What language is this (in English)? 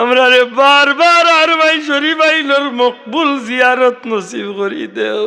Sylheti